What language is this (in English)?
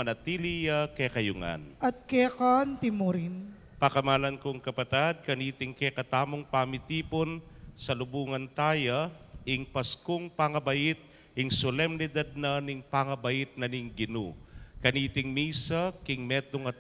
Pampanga